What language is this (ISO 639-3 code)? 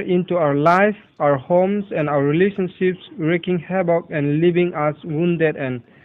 ria